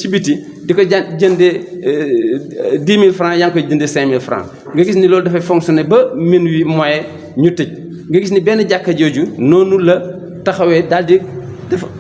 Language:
Wolof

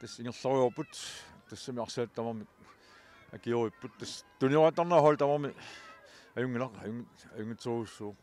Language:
Kalaallisut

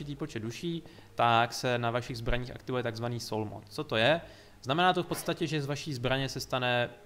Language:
Czech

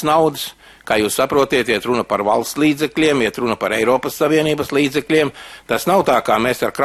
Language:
Latvian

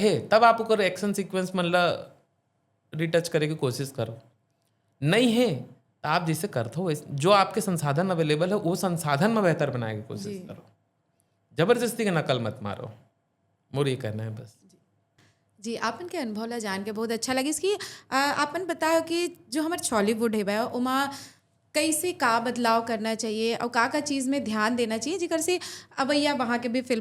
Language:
Chhattisgarhi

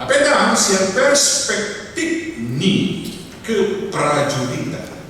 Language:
Batak Toba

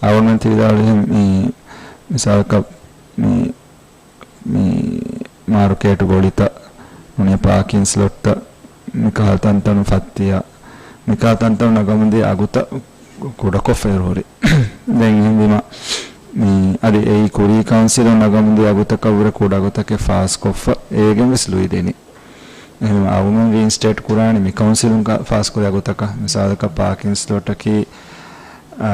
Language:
Divehi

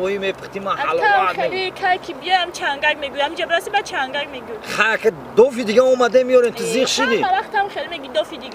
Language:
Tajik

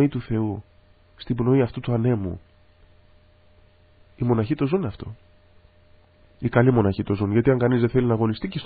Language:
Greek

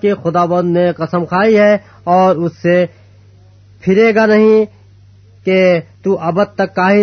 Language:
Urdu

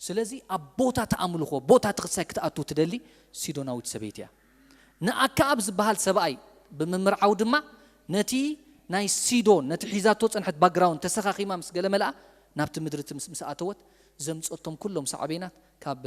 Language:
Tigrinya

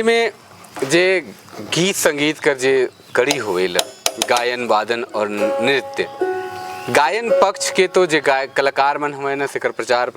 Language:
Sadri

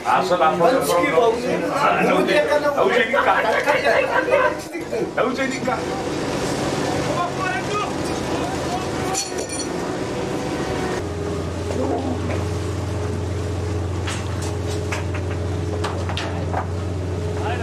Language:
Afrikaans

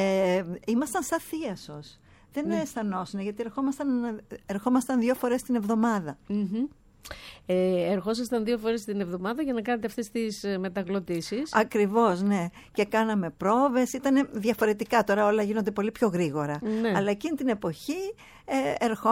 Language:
Greek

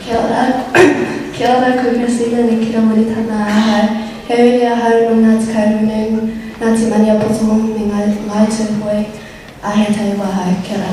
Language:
Māori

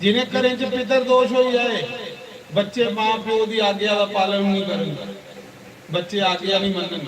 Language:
Dogri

